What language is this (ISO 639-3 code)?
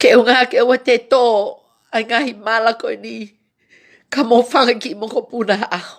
ton